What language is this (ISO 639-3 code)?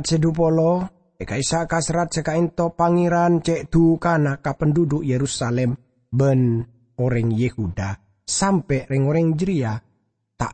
mad